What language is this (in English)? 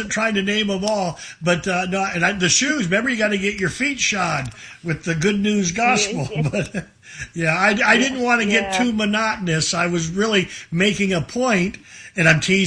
English